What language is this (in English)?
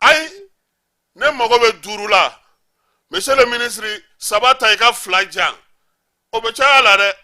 Bambara